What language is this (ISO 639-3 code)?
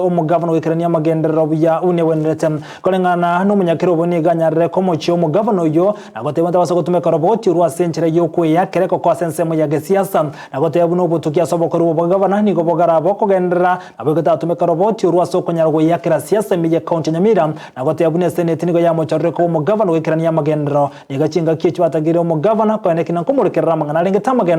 guz